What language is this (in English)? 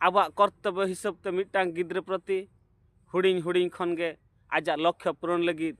Santali